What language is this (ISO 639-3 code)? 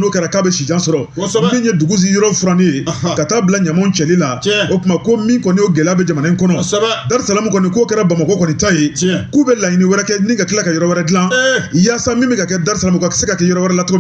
bam